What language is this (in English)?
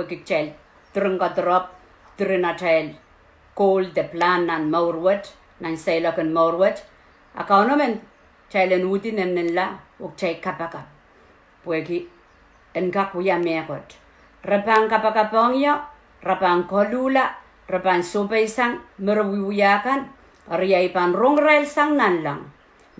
Pohnpeian